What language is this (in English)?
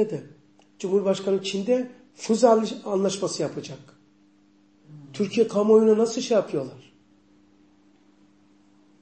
Turkish